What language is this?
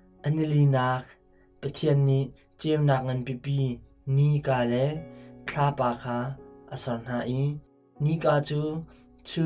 Hakha Chin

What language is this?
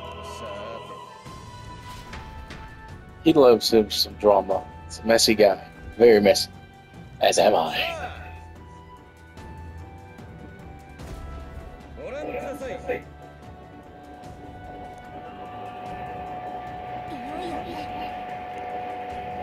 Japanese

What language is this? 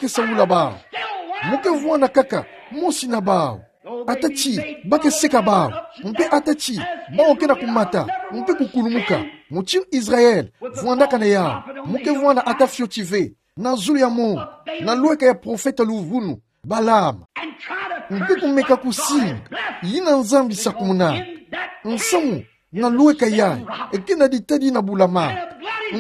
Kituba (Democratic Republic of Congo)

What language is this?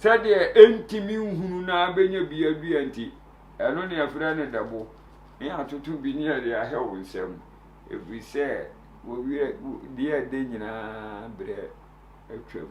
Akan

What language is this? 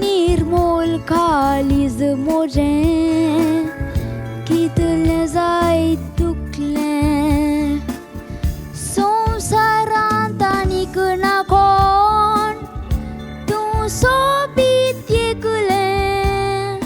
Konkani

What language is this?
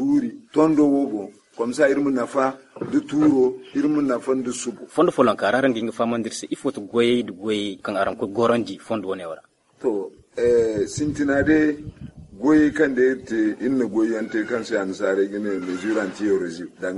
Zarma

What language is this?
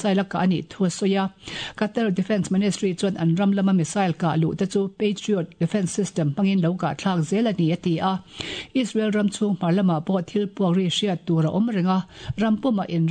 Mizo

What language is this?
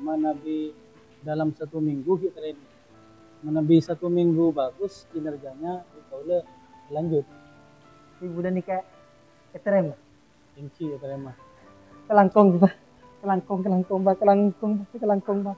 Madurese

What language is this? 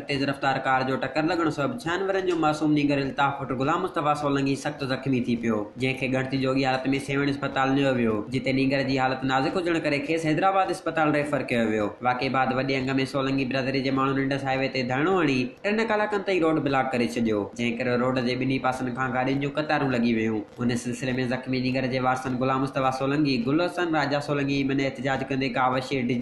Sindhi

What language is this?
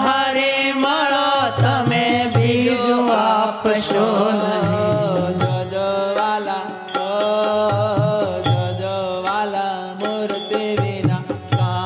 Gujarati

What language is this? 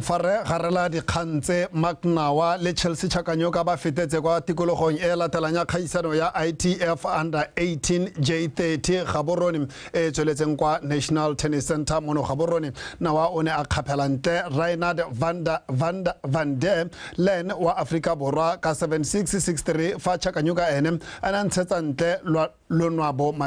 Tswana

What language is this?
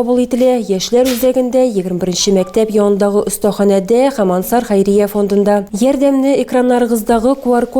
Tatar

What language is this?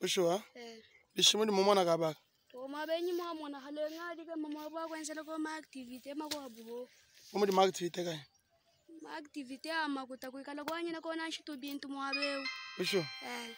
Luba-Lulua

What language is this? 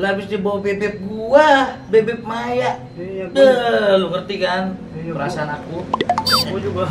Betawi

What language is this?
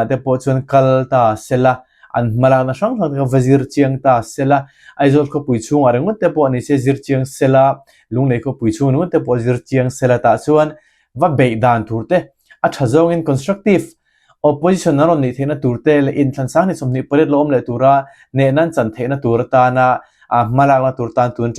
Mizo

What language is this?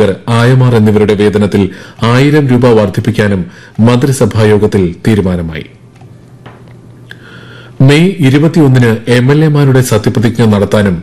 Malayalam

